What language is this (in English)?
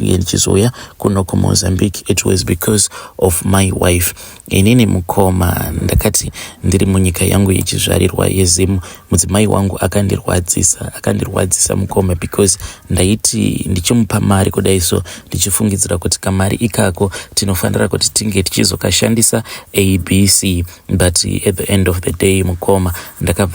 Shona